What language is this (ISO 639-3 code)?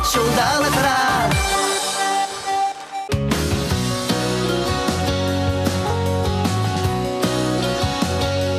chv